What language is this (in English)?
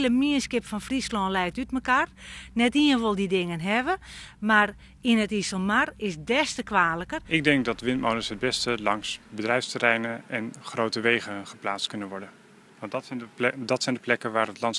Western Frisian